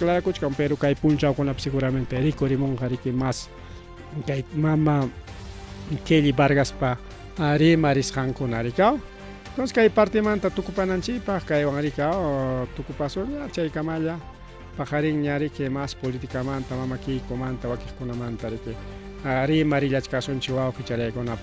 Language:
Ayacucho Quechua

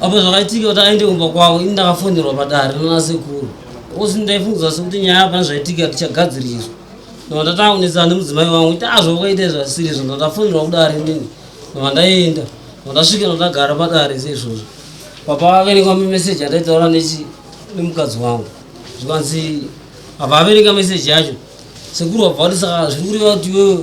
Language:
Shona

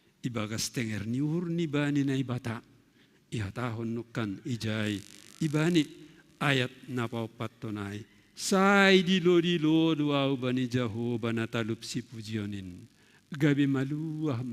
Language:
Batak Simalungun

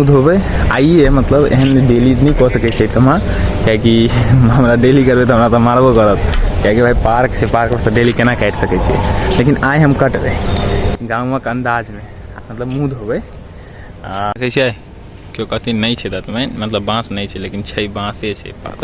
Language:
Maithili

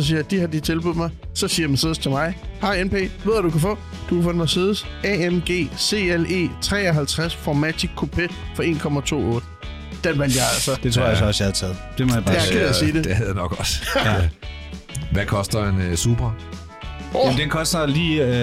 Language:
Danish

